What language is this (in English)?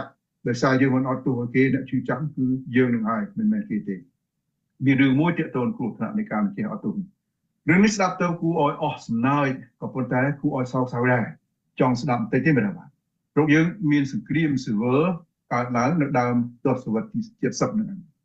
Khmer